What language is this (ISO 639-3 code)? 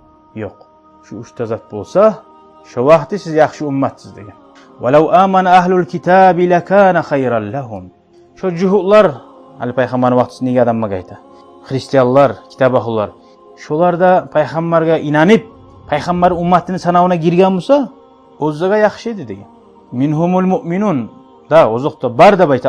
kum